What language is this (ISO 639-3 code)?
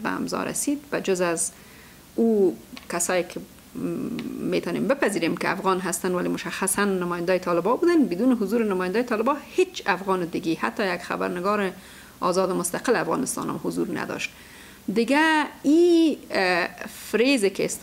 fas